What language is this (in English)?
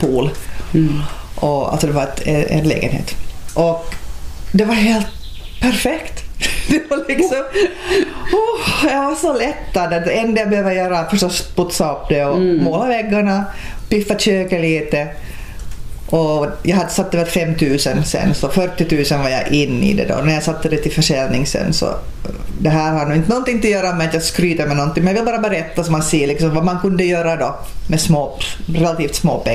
Swedish